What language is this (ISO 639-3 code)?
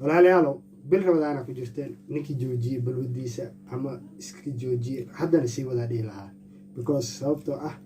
som